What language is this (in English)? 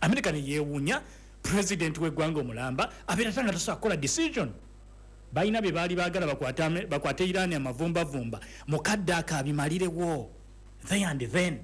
Ganda